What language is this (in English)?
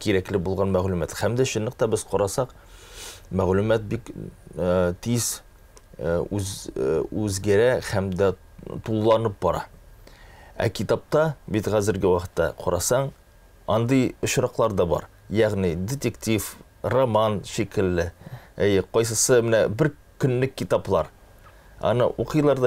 Tatar